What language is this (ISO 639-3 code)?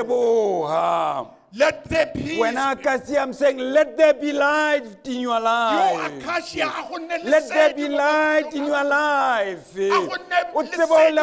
sot